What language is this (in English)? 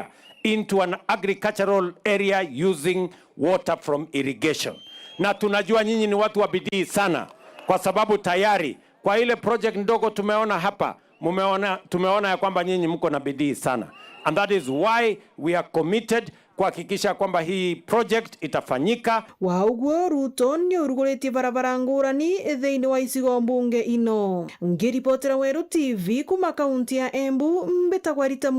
Meru